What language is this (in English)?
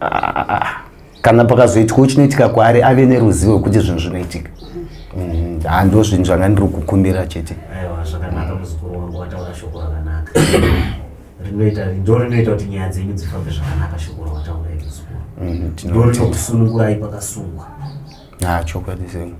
Shona